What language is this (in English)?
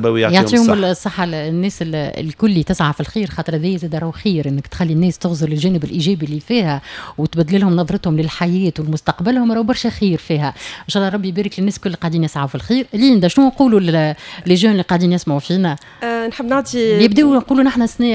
Tunisian Arabic